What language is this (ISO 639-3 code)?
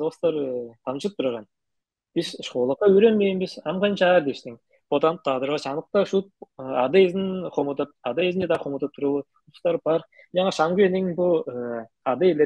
tyv